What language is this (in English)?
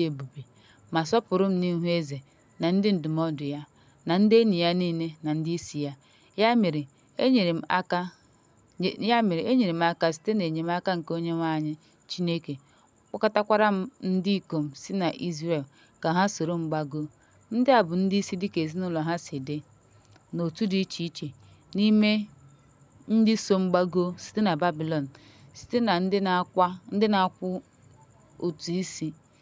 Igbo